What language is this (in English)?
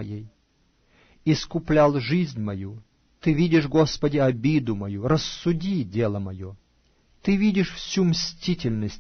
Russian